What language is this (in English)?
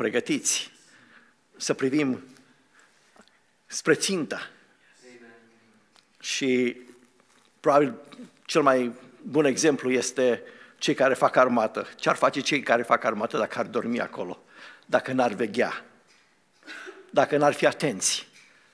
Romanian